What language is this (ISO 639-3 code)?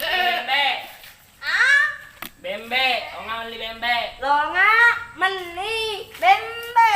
bug